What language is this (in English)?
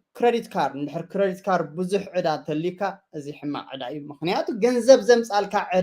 Tigrinya